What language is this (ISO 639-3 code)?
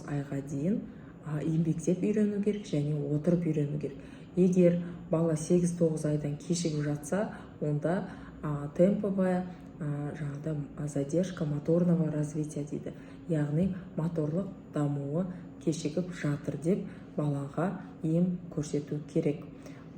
kaz